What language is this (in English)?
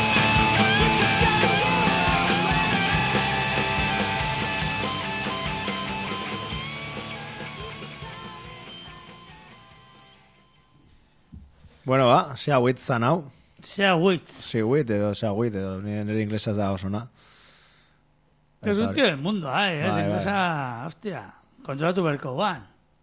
Basque